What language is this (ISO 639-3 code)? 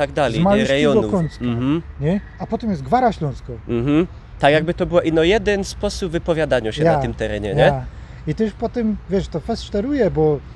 pol